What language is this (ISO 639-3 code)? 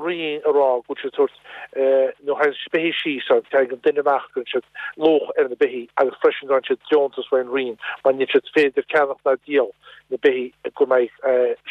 gle